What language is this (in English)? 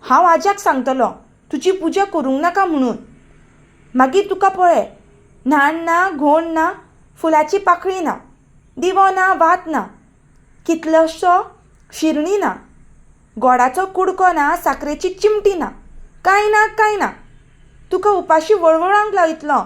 Konkani